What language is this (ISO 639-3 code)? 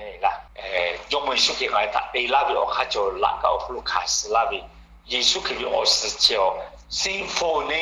lhu